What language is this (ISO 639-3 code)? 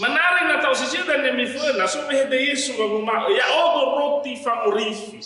nia